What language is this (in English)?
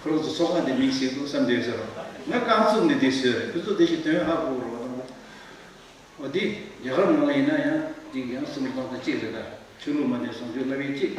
Tibetan